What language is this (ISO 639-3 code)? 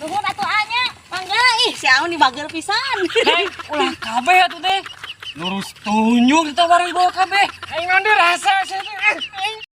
sun